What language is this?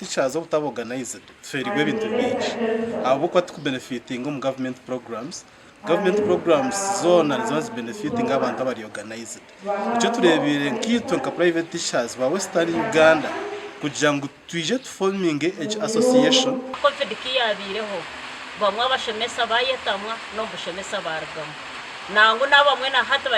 Nyankole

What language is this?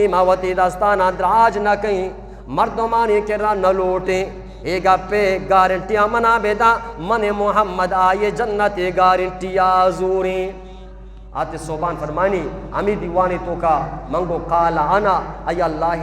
Eastern Balochi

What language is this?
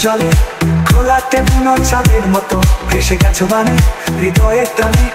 Bangla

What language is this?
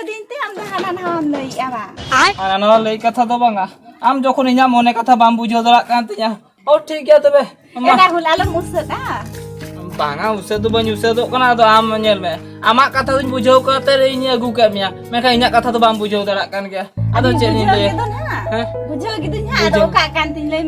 Santali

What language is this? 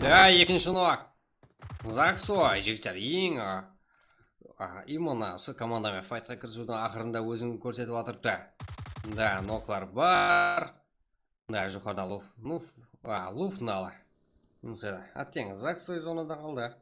Kara-Kalpak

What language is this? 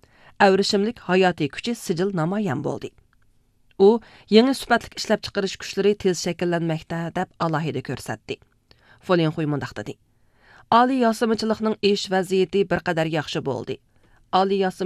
Uyghur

